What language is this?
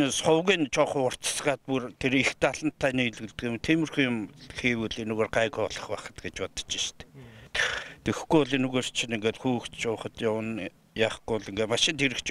Mongolian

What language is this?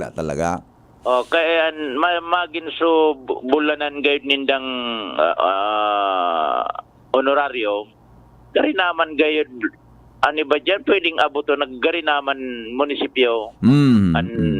Bikol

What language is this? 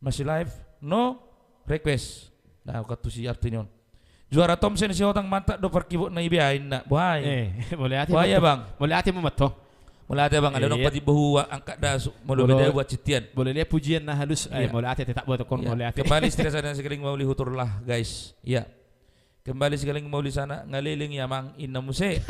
Batak Toba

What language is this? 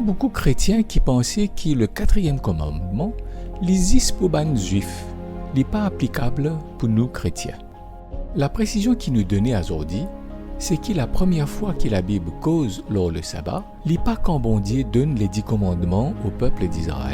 Morisyen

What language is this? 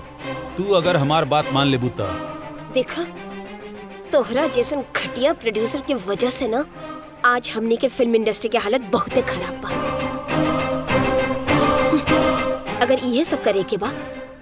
Bhojpuri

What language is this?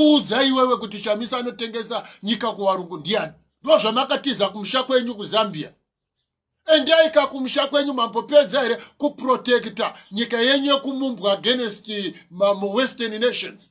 Shona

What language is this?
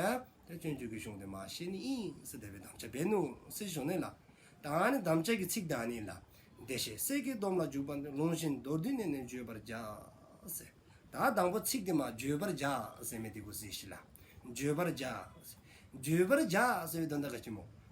Dzongkha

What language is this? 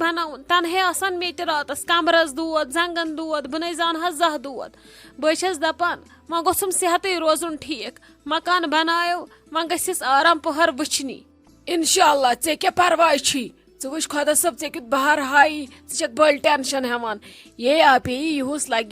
Kashmiri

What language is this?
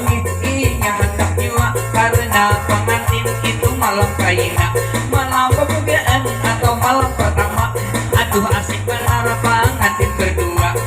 Banjar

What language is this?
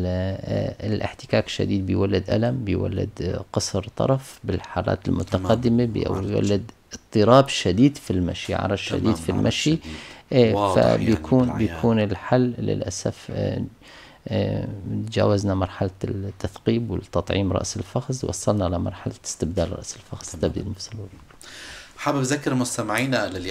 North Levantine Arabic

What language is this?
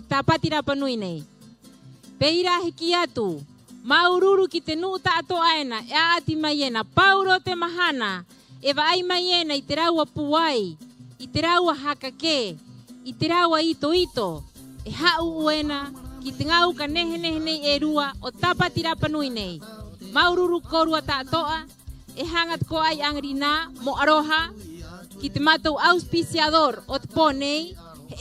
Rapanui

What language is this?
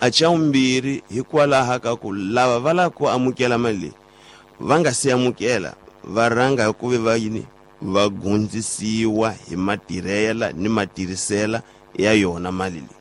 Tsonga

